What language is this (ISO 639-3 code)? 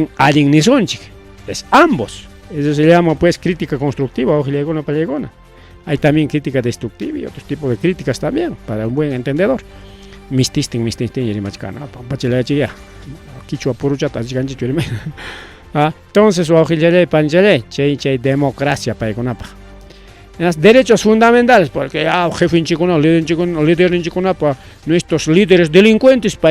quy